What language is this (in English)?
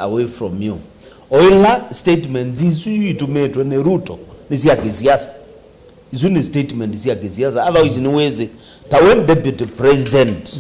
Kamba